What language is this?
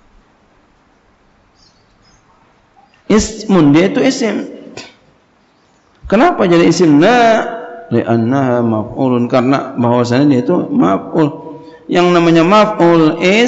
Indonesian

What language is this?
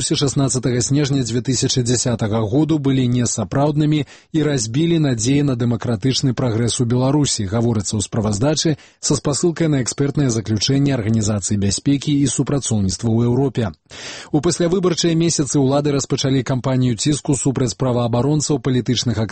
Belarusian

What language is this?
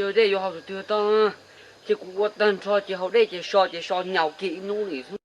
Hmong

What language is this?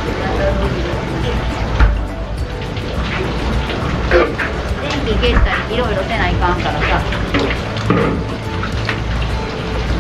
Japanese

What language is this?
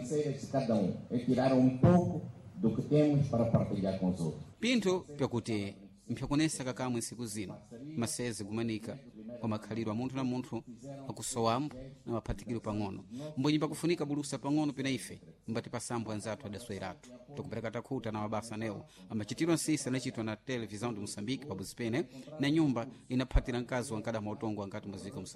Sena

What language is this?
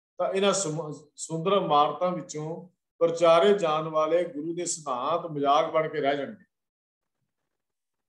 Punjabi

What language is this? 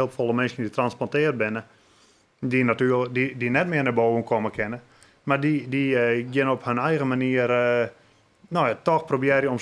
Western Frisian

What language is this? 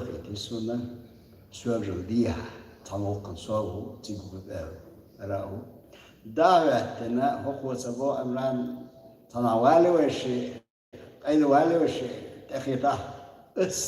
Chechen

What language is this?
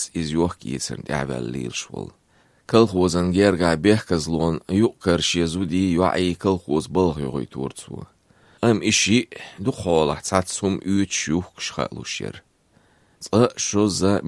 Azerbaijani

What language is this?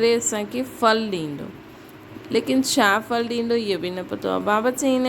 Sindhi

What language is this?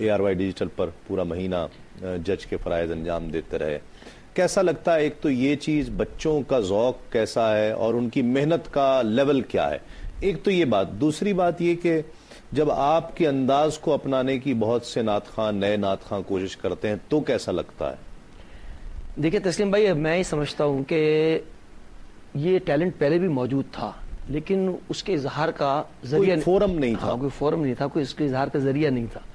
Urdu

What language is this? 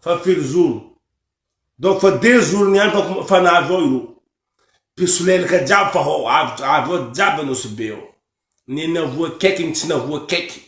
Malagasy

